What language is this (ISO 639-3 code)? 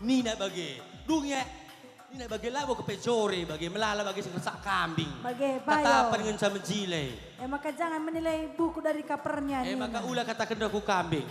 btx